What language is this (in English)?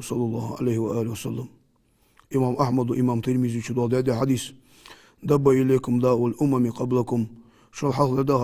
Ingush